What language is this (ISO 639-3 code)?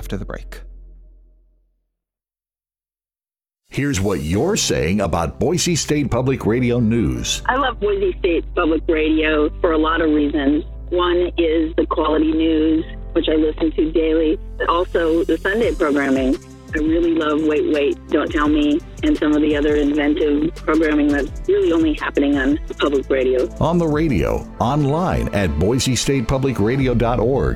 eng